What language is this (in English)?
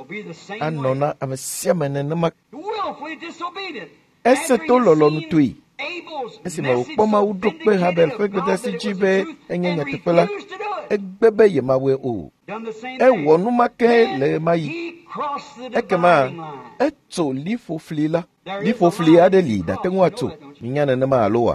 Ewe